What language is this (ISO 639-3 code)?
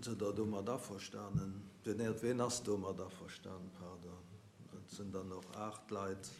ltz